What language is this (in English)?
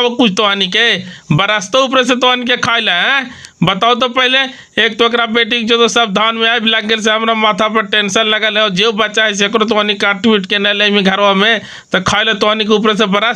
Magahi